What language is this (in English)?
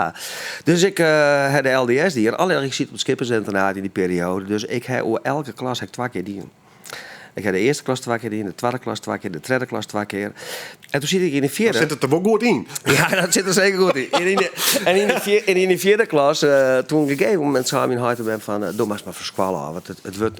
Western Frisian